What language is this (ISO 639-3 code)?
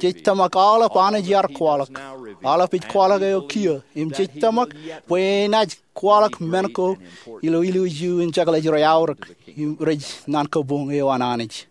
mah